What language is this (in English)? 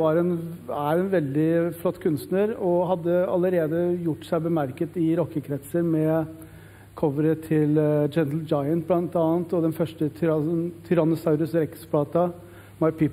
Norwegian